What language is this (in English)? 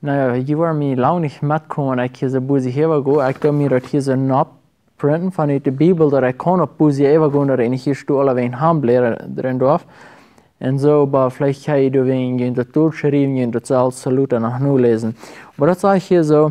Plautdietsch